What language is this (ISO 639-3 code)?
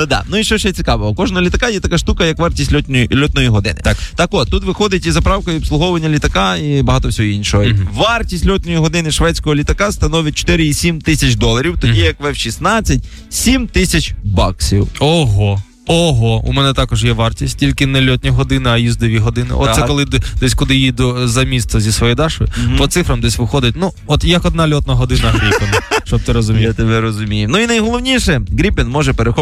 ukr